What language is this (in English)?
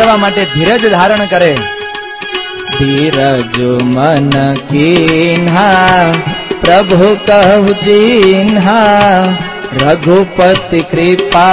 Gujarati